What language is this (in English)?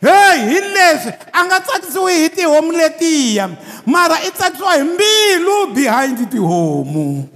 Tsonga